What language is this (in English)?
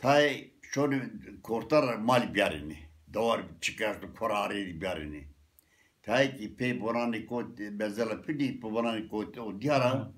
Zaza